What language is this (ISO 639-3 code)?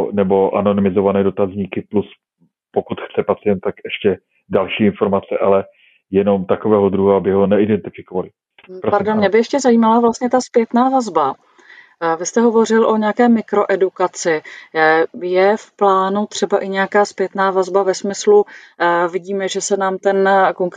ces